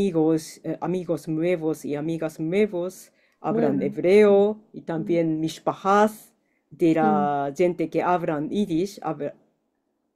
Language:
Ladino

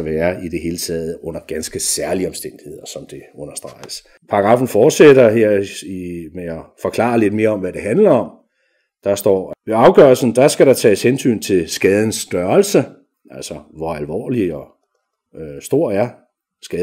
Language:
Danish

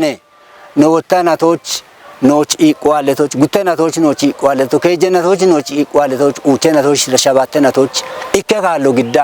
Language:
Kafa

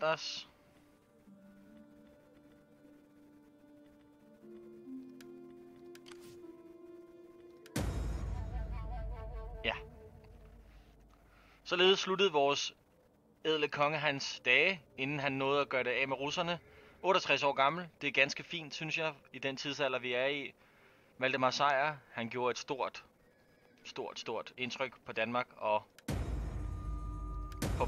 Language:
Danish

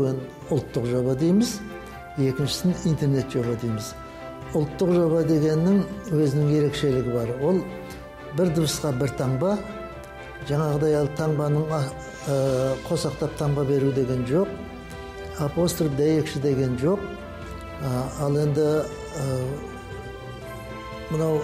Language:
Kazakh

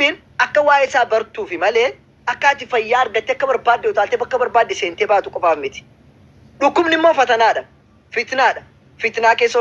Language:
Oromo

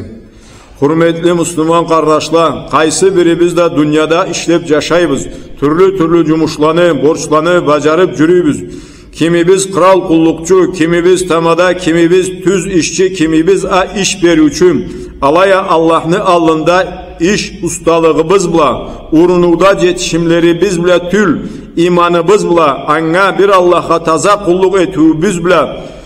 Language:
Karachay-Balkar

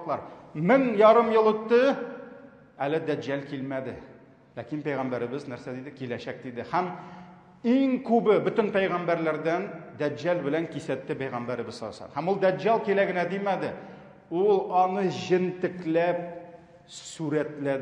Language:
Tatar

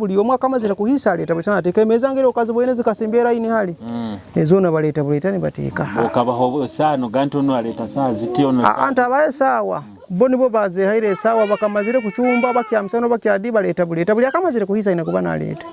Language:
Nyoro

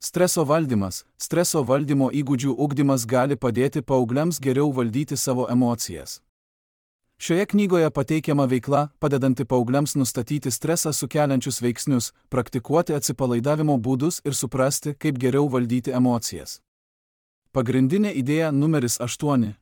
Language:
Lithuanian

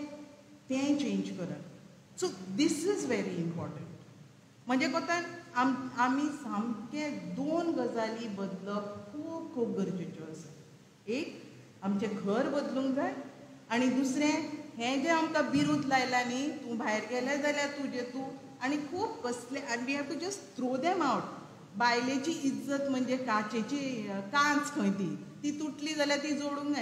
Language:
Konkani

